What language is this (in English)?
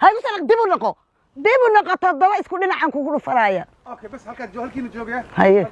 Somali